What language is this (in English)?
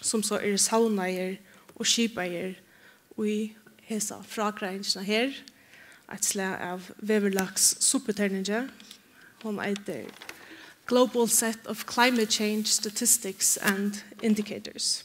Faroese